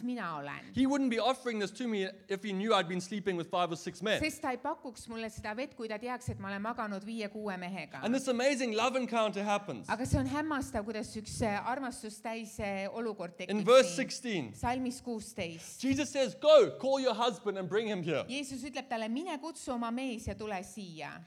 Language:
Estonian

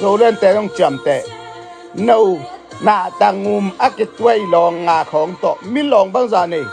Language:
Tedim Chin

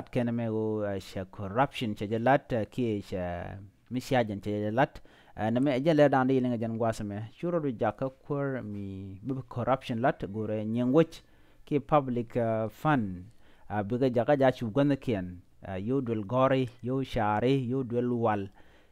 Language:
Nuer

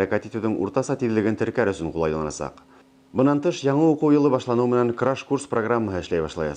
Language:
Bashkir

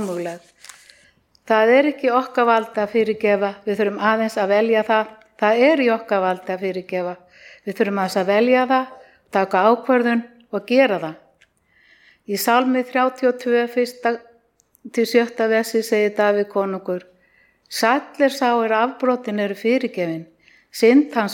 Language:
Icelandic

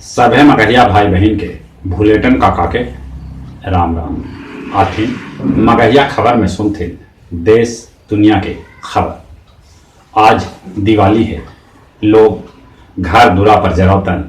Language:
Magahi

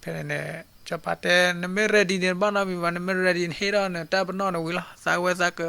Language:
S'gaw Karen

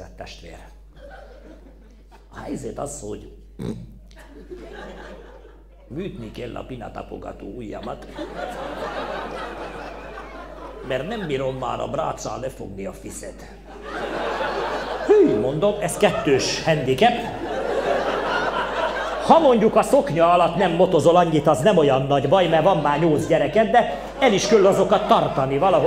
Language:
Hungarian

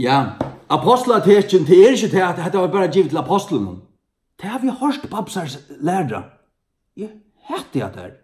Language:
Faroese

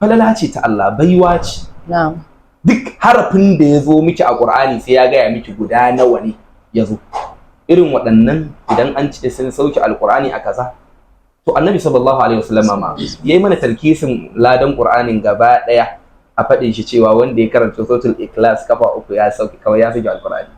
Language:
Hausa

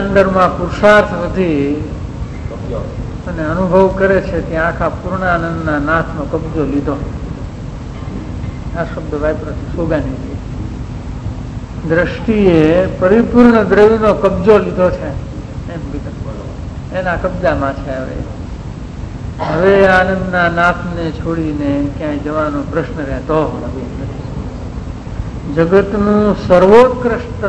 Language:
Gujarati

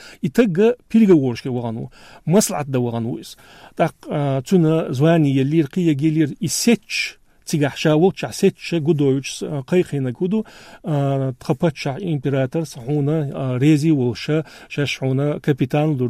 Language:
Chechen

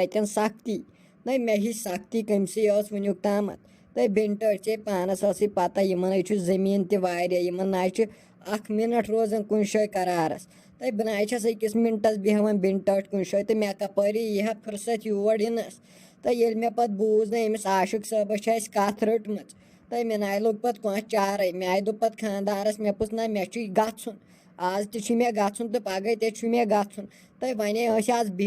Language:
Kashmiri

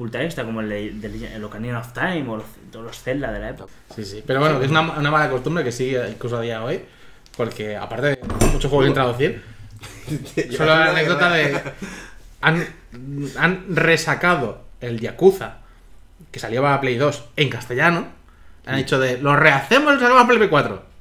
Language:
Spanish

